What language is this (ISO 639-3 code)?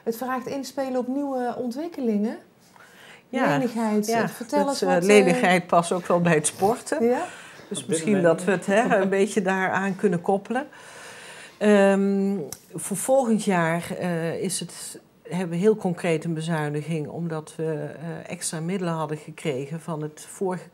nld